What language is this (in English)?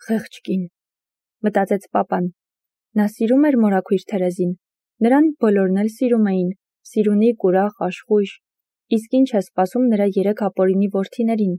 Armenian